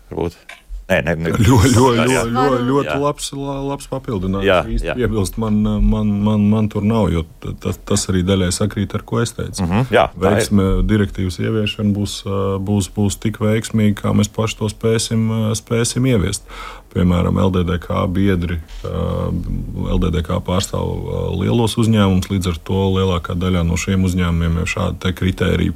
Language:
Latvian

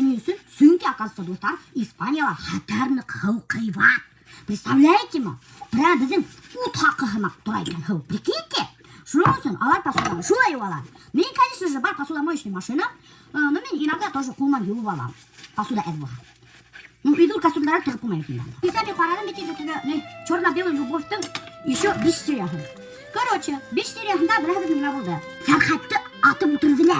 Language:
Bashkir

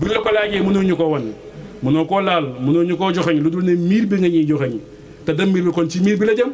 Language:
Wolof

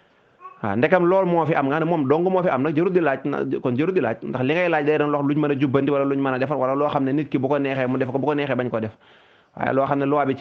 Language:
Wolof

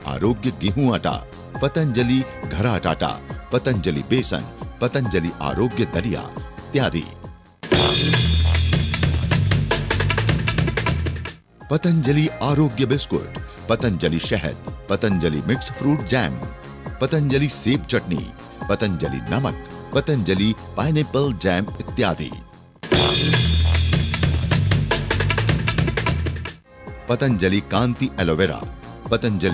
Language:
Hindi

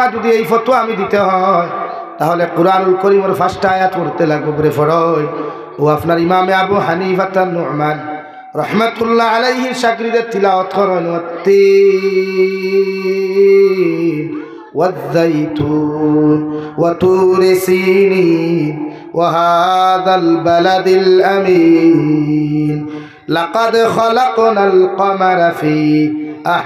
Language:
Sylheti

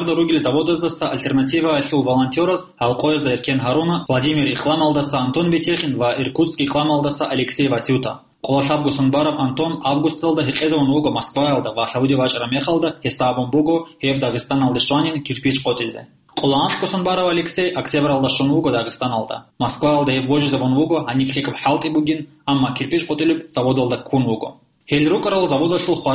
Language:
Avaric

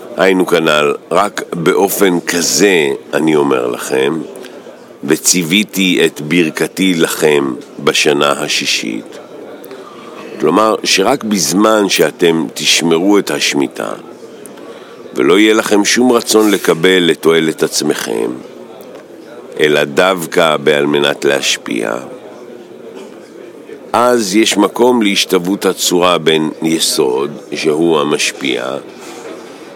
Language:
Hebrew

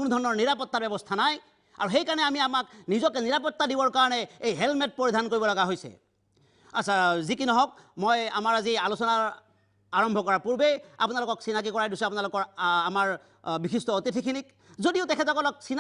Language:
Assamese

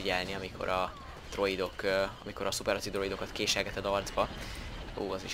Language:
Hungarian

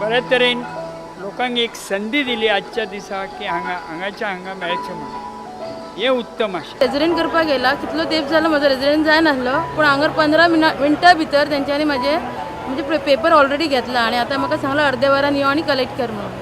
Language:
Konkani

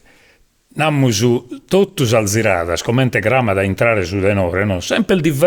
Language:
Sardinian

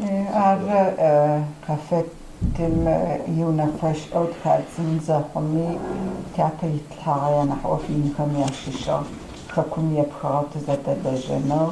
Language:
Kabardian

